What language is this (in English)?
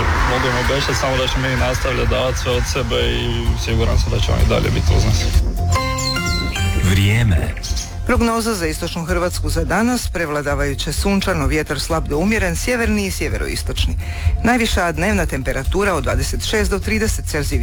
Croatian